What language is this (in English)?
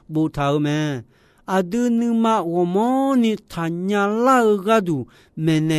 Akha